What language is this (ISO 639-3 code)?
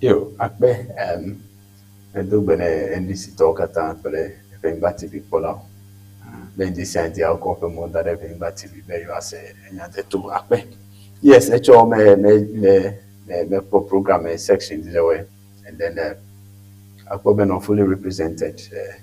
ewe